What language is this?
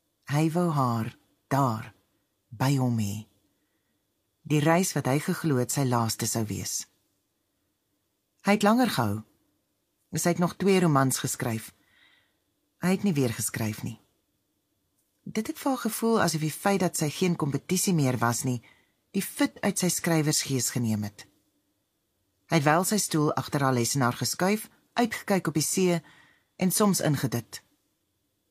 Afrikaans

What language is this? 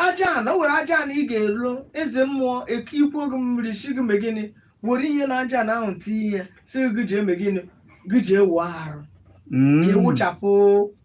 Igbo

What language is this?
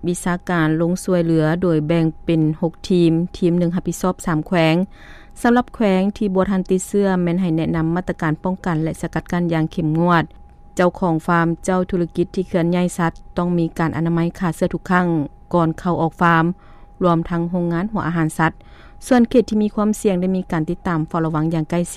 Lao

